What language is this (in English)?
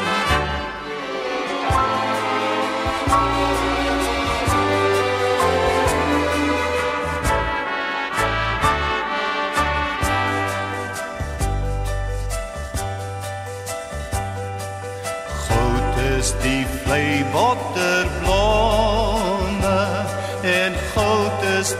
Afrikaans